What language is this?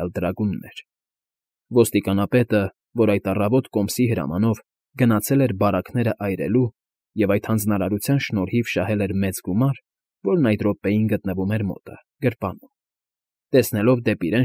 Armenian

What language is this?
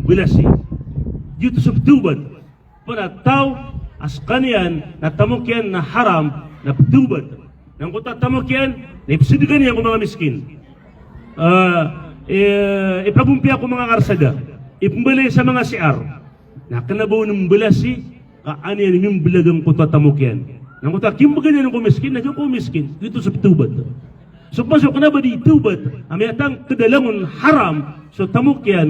Maranao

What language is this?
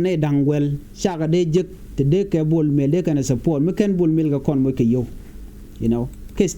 Nuer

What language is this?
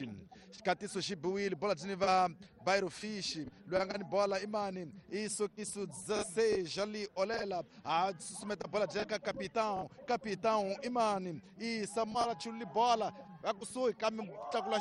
Tsonga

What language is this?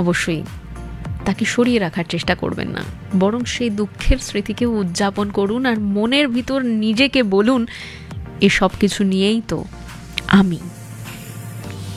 Bangla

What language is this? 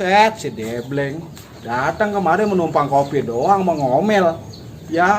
Betawi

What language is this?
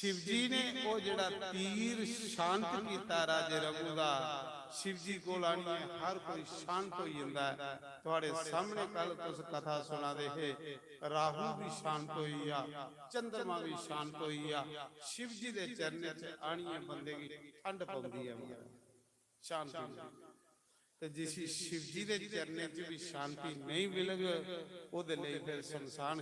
Dogri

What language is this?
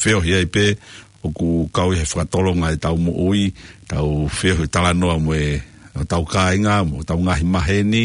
Tongan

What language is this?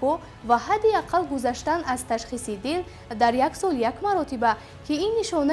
Tajik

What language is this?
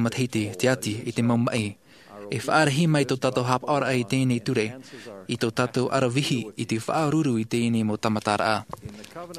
Tahitian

